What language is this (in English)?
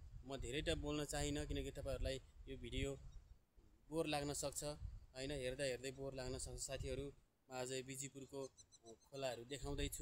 Nepali